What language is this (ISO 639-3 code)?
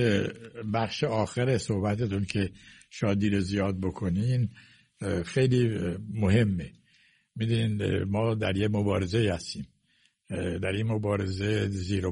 fas